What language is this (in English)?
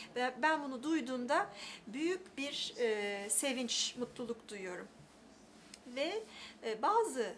Turkish